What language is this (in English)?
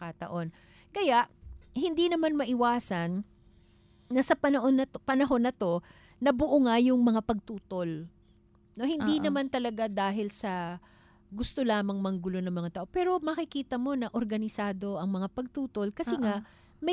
Filipino